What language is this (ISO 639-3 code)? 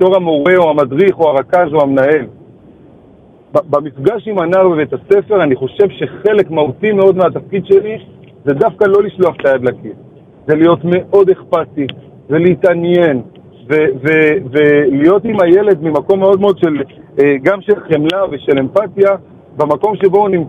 heb